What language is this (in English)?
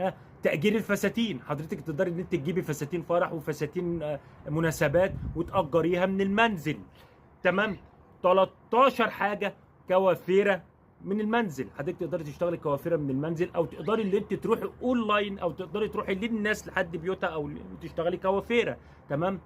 Egyptian Arabic